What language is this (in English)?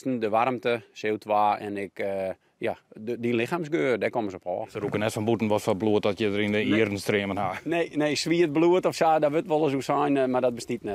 Western Frisian